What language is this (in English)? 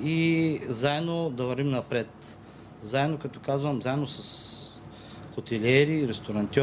Bulgarian